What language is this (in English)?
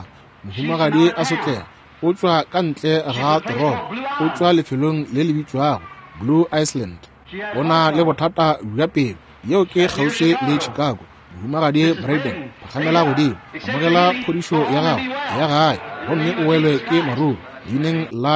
Northern Sotho